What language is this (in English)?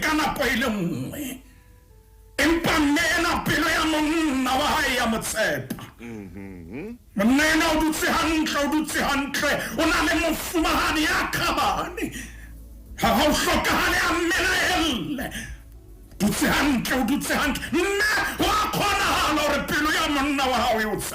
Southern Sotho